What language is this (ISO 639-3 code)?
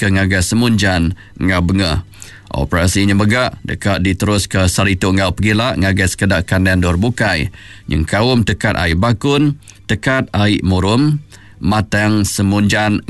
iba